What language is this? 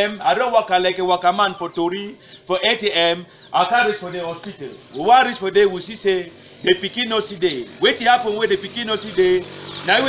Cameroon Pidgin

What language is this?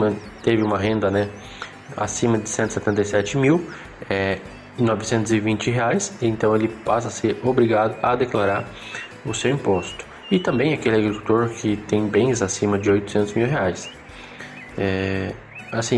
Portuguese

